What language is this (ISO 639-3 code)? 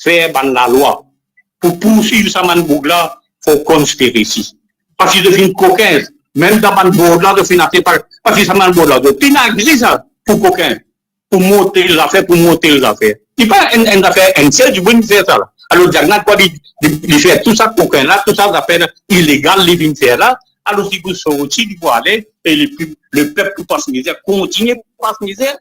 mfe